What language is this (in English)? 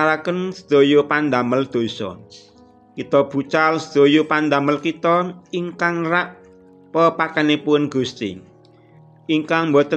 Javanese